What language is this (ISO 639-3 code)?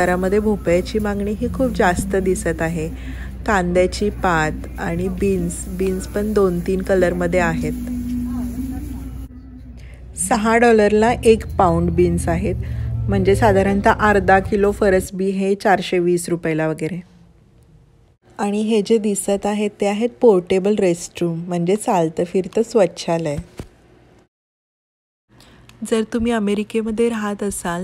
mar